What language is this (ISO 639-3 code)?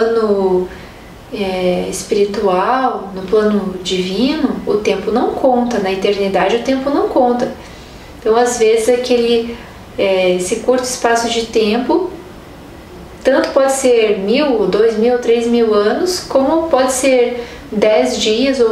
por